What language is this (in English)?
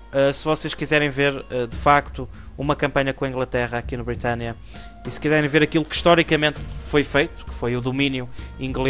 Portuguese